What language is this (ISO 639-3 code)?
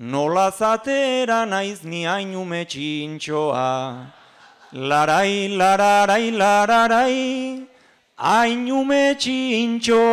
eus